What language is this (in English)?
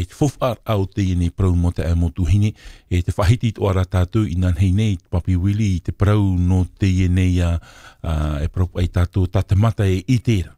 Tahitian